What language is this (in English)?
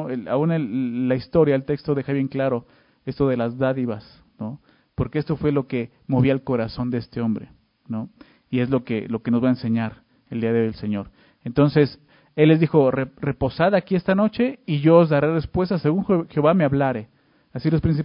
Spanish